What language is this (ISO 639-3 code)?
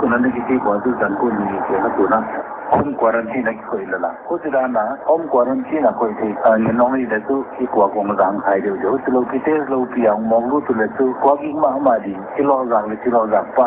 pck